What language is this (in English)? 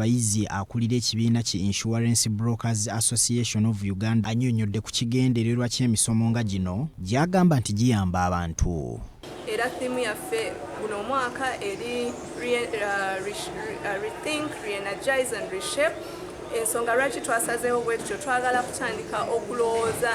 Ganda